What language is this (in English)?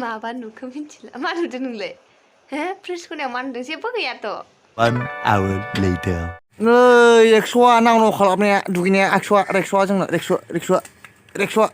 Bodo